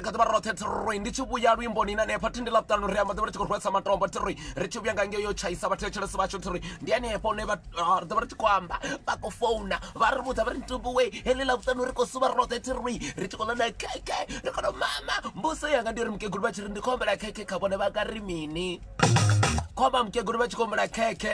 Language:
Venda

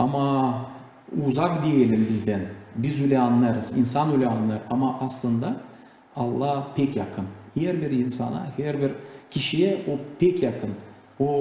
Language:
Gagauz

